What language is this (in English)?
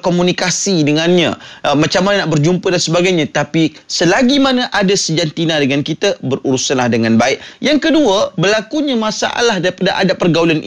Malay